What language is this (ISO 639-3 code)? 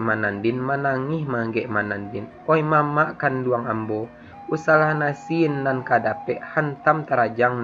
min